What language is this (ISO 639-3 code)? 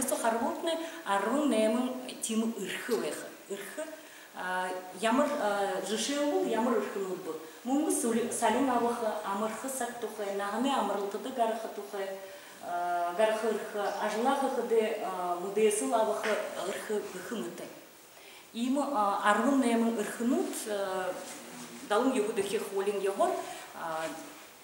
bua